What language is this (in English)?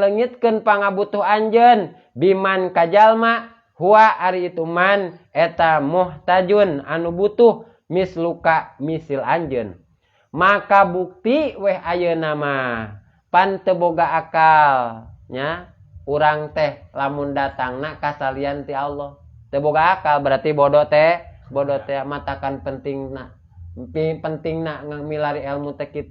Sundanese